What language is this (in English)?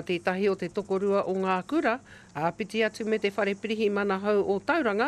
Māori